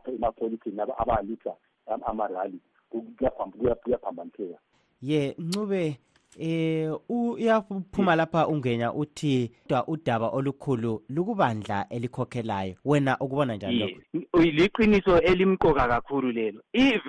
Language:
North Ndebele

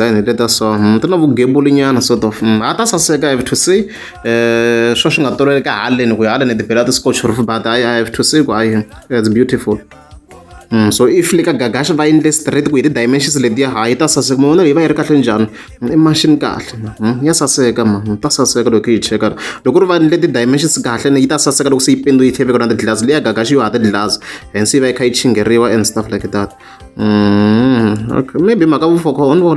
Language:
Tsonga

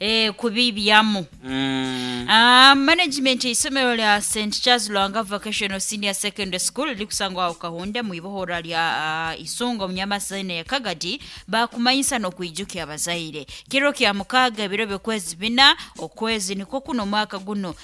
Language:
Nyoro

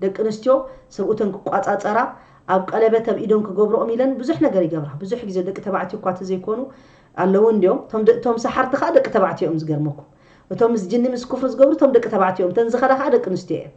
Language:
Tigrinya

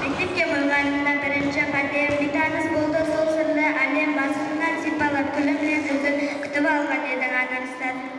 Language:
Kara-Kalpak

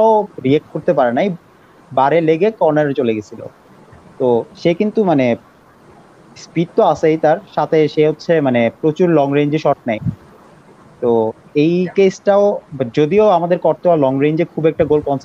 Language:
Bangla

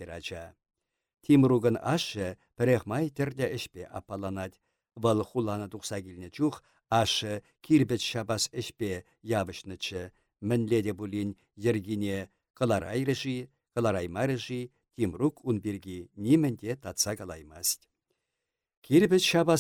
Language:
Chuvash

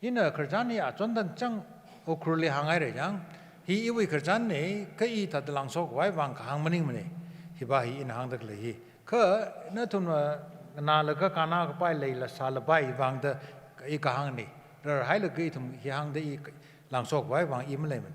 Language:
Tangkhul Naga (India)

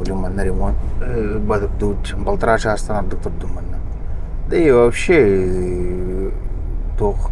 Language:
Yakut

